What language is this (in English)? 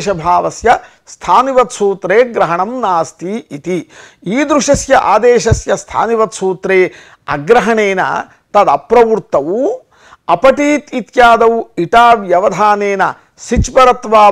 Sanskrit